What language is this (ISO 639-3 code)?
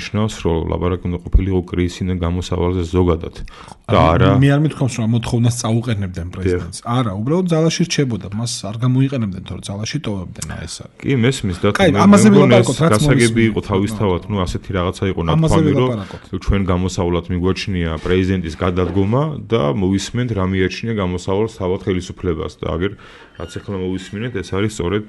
kat